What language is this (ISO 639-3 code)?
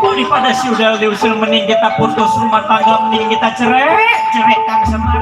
bew